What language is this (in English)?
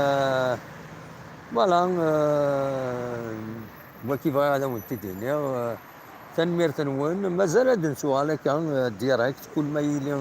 Kabyle